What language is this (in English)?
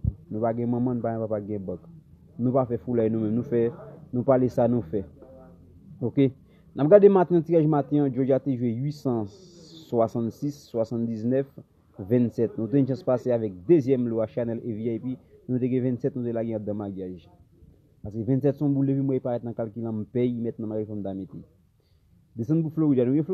Haitian Creole